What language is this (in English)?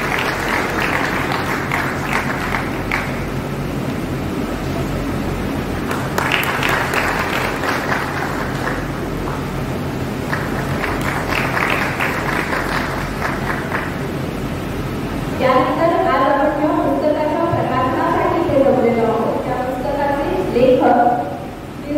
Marathi